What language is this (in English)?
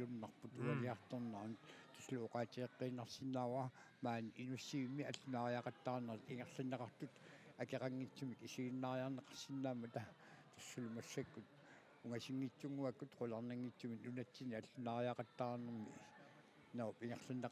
Kalaallisut